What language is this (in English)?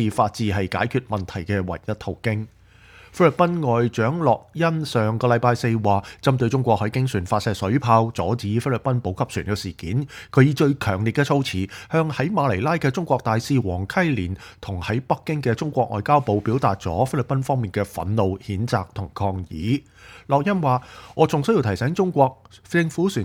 Cantonese